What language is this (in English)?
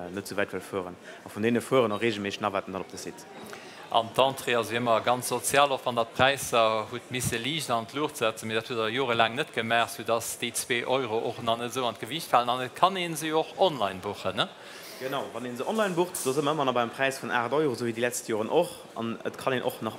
Luxembourgish